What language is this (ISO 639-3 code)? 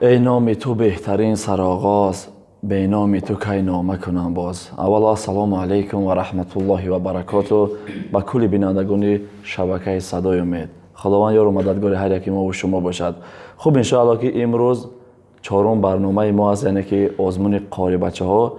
tgk